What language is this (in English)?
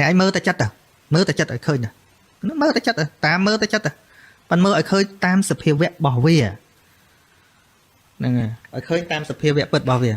Khmer